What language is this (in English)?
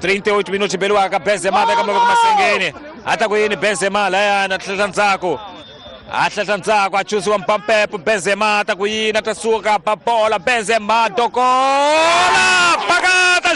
Tsonga